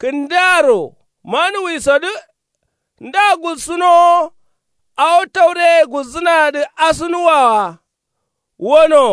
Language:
Kanuri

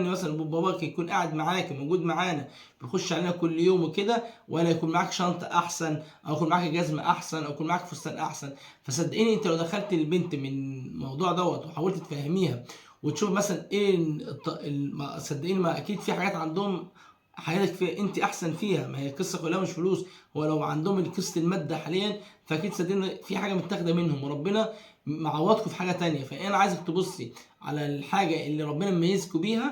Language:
Egyptian Arabic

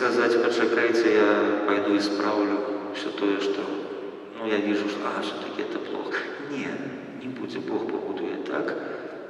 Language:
Belarusian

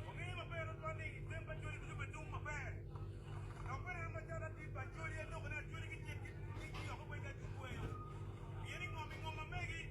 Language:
Acoli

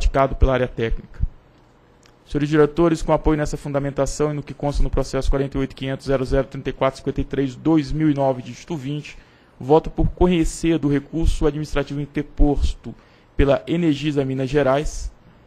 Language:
Portuguese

